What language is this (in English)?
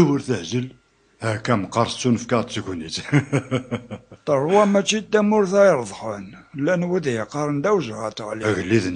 Kabyle